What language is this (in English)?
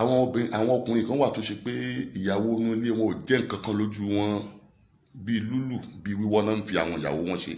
Yoruba